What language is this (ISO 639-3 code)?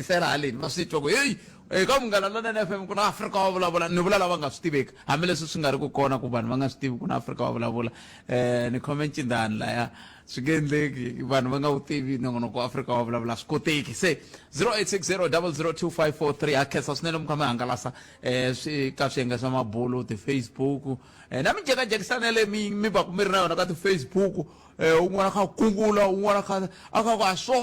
tso